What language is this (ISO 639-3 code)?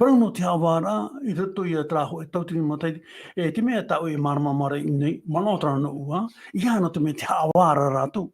tah